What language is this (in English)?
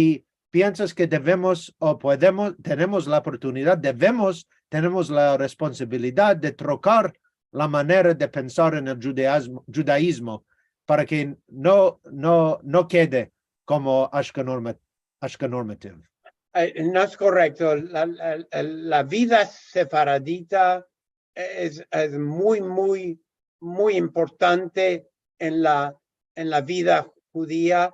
Ladino